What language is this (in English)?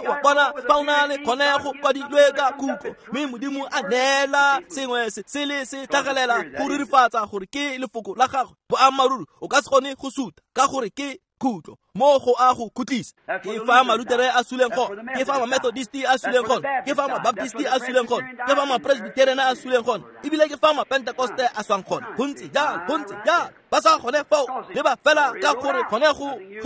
Tswana